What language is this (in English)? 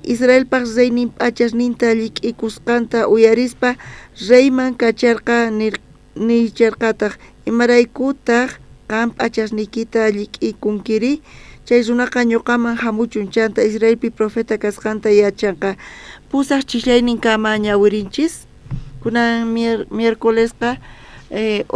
South Bolivian Quechua